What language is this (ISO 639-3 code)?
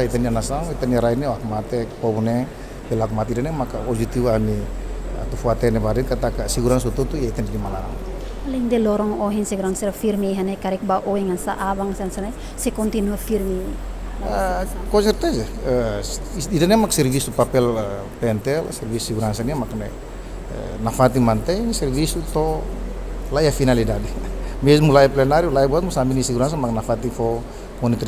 tet